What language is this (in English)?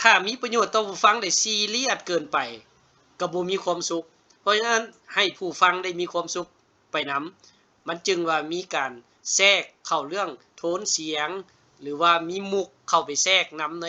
Lao